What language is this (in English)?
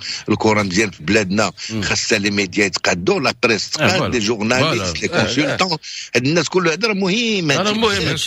Moroccan Arabic